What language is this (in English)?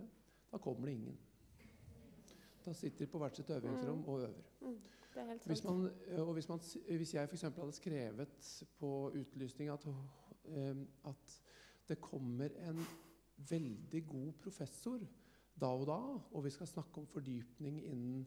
Norwegian